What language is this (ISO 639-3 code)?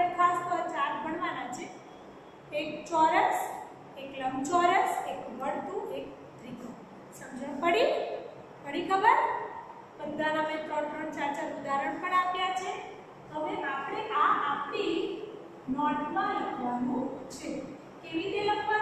guj